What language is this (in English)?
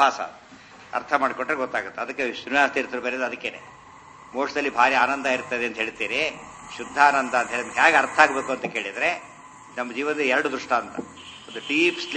Kannada